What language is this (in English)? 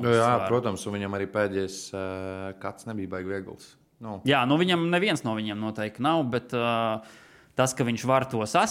Latvian